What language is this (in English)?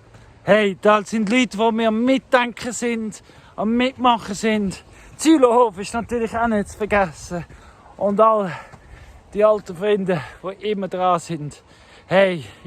Swiss German